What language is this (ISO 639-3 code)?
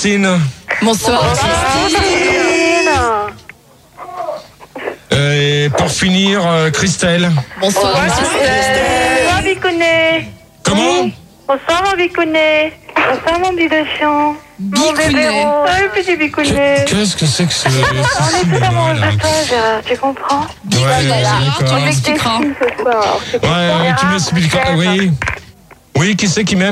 fra